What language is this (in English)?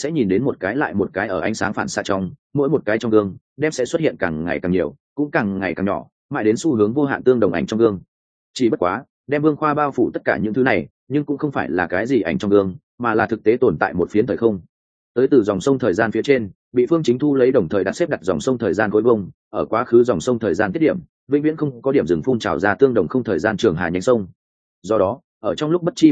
Vietnamese